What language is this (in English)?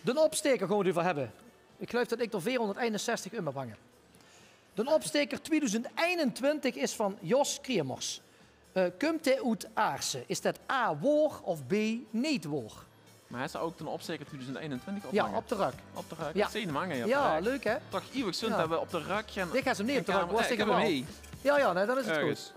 Limburgish